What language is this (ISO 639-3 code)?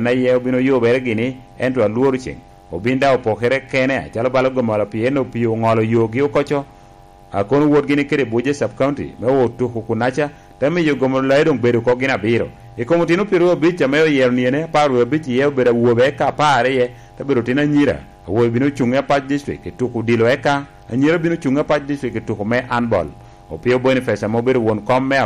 laj